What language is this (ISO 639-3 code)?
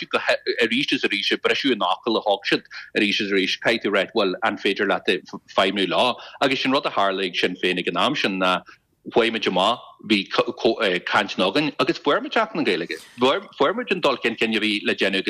gle